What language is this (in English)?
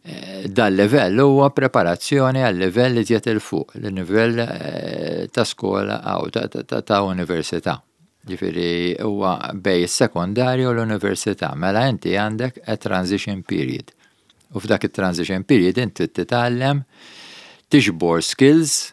Maltese